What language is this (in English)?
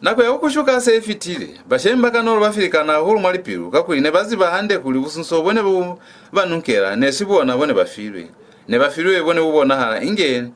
Lozi